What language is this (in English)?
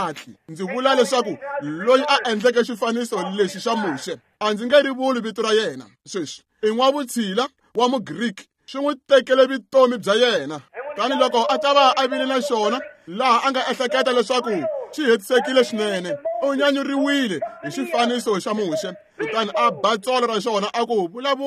Tsonga